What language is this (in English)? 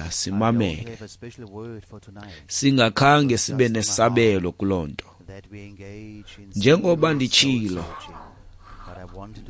Xhosa